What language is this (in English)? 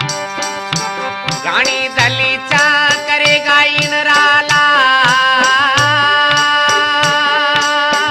Hindi